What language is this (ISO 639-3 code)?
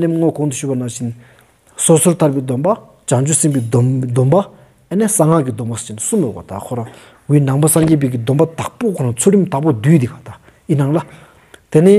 sbu